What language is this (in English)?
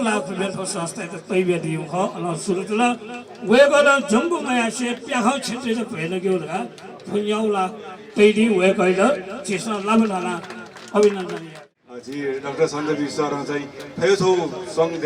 Newari